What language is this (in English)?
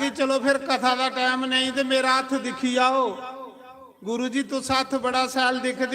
Dogri